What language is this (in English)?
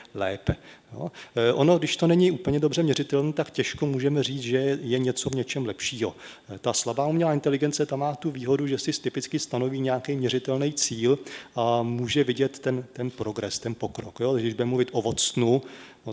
Czech